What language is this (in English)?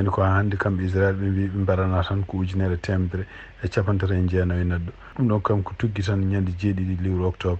Fula